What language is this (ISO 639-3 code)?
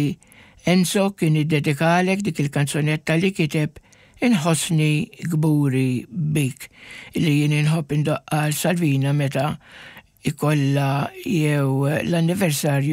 mlt